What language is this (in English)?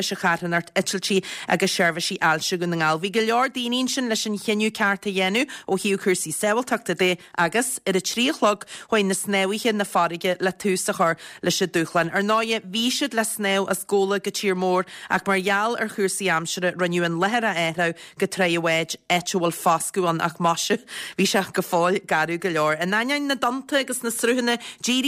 Irish